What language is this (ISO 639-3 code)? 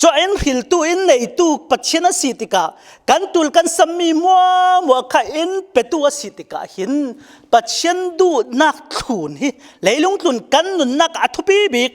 cfm